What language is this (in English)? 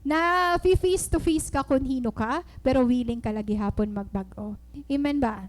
Waray